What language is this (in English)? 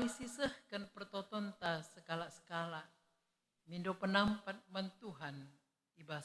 Batak Karo